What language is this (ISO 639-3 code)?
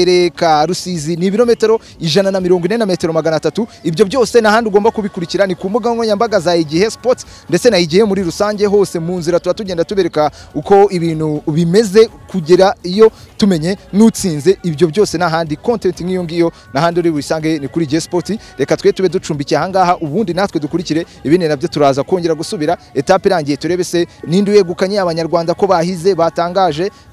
kin